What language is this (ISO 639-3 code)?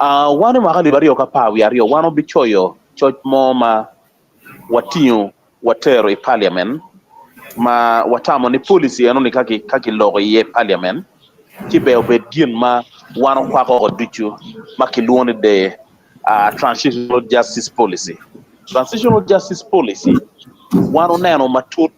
ach